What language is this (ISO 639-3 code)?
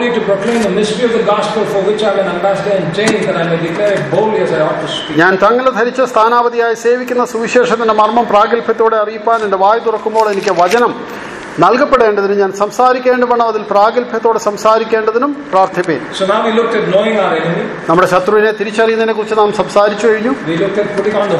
mal